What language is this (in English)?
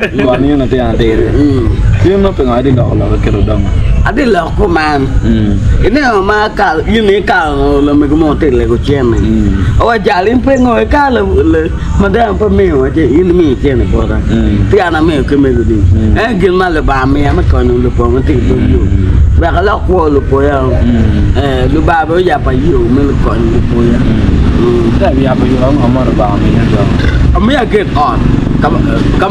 Acoli